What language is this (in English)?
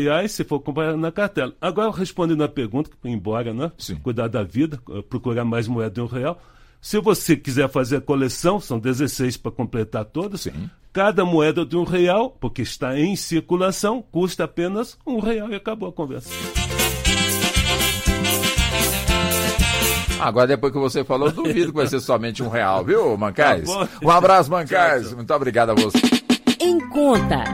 Portuguese